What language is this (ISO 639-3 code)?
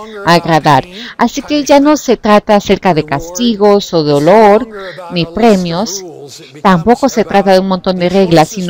spa